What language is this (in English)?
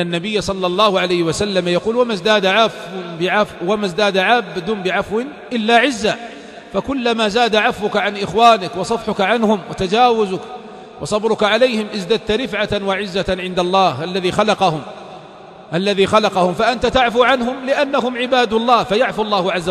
Arabic